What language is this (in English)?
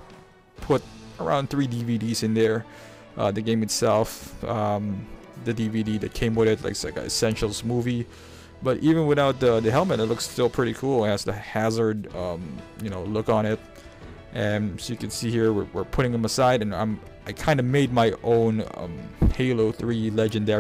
English